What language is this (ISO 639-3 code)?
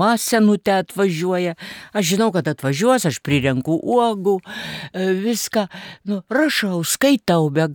lit